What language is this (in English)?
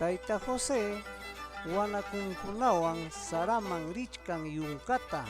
Ayacucho Quechua